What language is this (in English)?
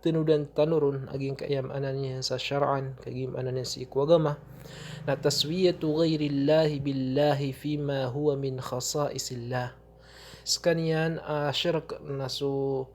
Maranao